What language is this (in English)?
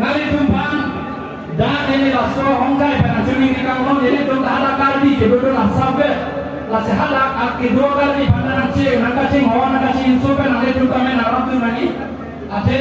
Karbi